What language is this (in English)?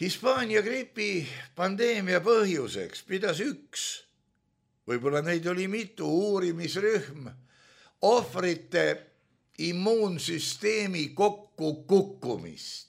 Estonian